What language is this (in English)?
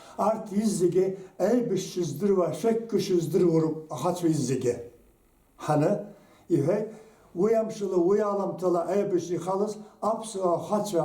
Abkhazian